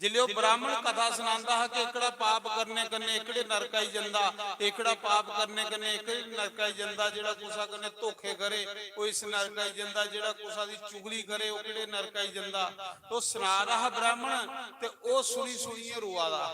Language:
Dogri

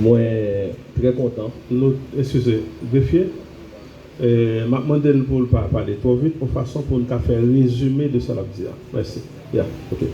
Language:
Haitian Creole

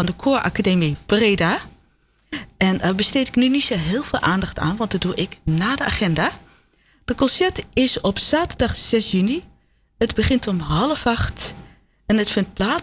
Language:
Dutch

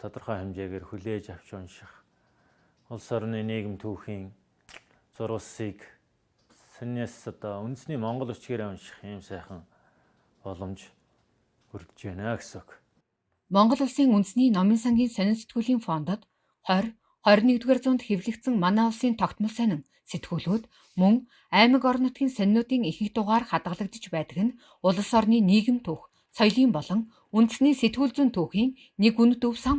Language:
Mongolian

